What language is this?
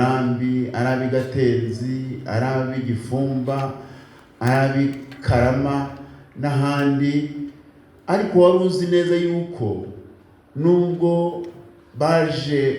Kinyarwanda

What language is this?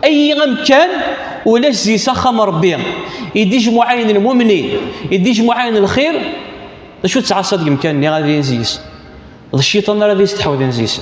Kabyle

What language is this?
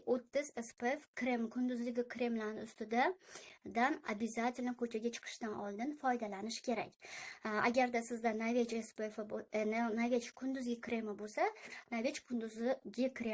Uzbek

